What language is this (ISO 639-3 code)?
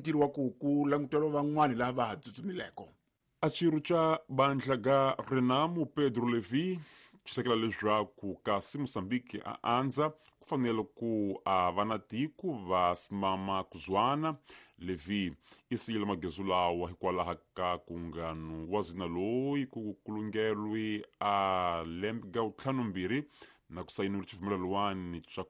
tso